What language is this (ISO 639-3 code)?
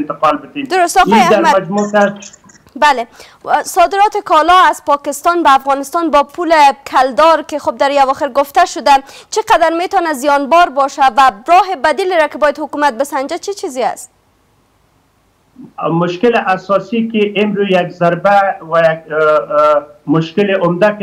fas